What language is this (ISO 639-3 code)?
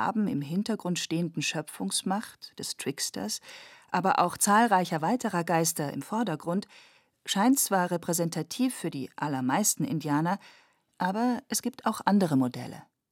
deu